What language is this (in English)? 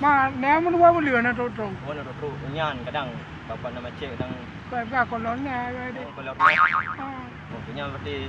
Achinese